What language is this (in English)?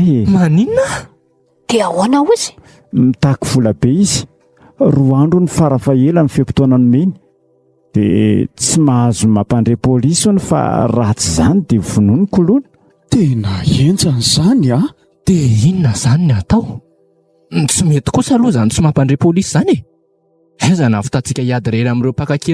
Malagasy